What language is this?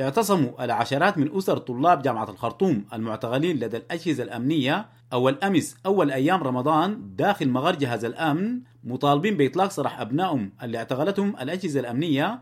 Sudanese Arabic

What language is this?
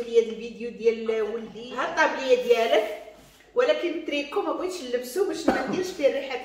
Moroccan Arabic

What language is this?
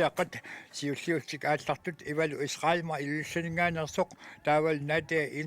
Kalaallisut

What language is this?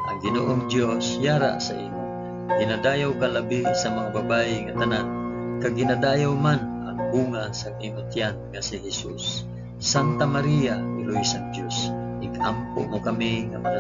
Hiligaynon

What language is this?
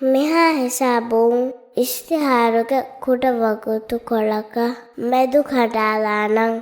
Divehi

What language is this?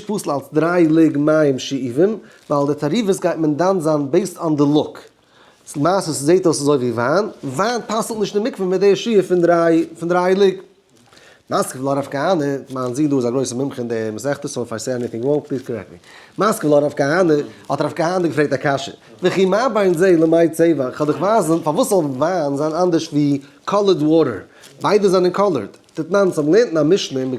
Yiddish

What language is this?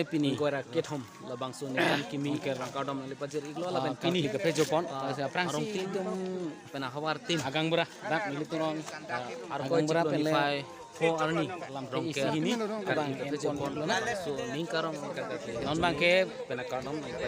Karbi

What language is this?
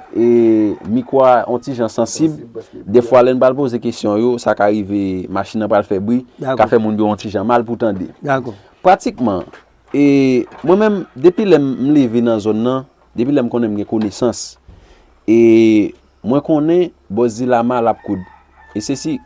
Haitian Creole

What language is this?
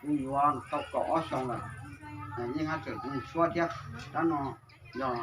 Hmong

